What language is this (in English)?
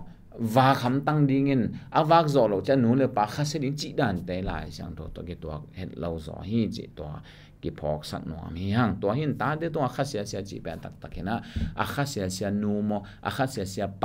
Tedim Chin